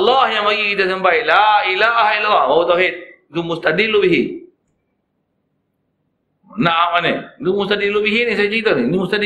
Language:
Malay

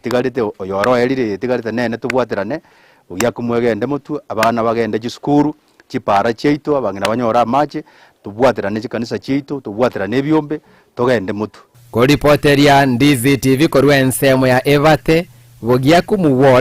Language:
Gusii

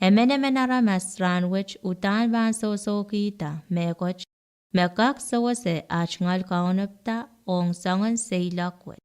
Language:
Pohnpeian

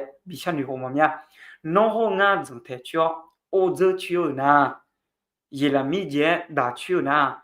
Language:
Akha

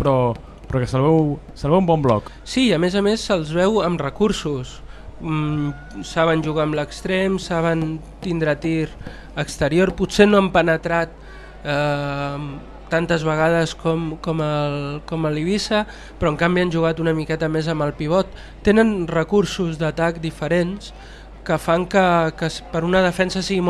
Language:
Catalan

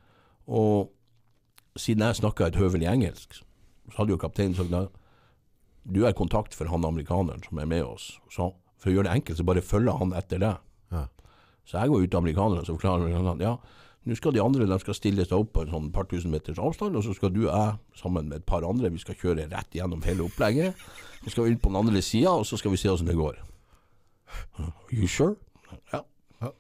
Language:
Norwegian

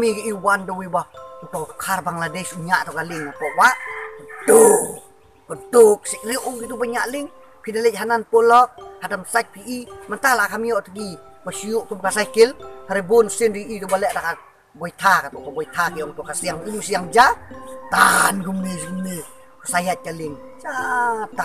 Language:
Khasi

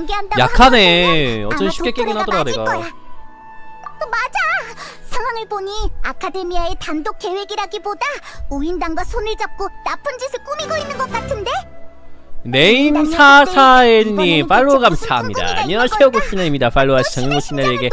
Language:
Korean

